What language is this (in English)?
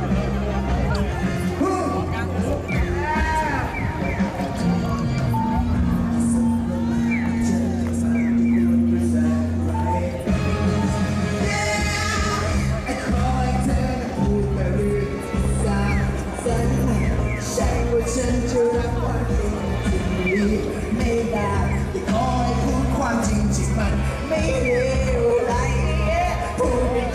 Thai